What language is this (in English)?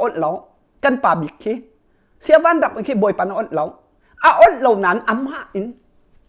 Hakha Chin